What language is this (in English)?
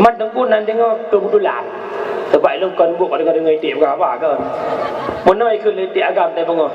Achinese